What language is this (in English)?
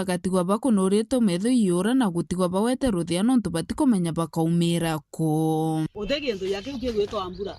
Meru